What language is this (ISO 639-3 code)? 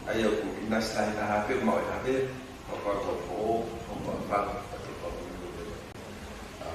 ton